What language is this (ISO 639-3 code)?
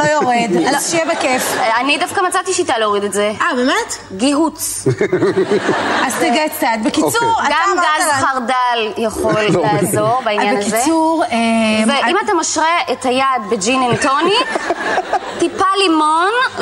heb